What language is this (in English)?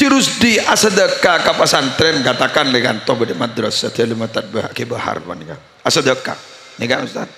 Madurese